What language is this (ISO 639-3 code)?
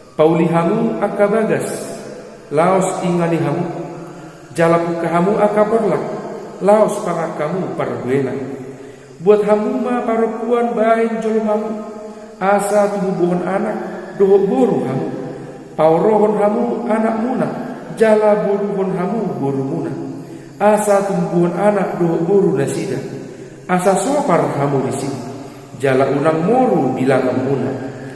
bbc